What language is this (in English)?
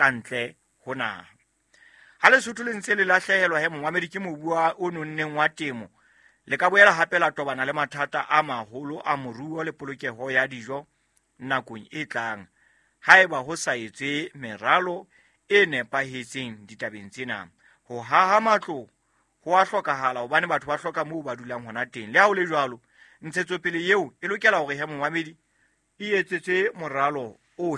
Southern Sotho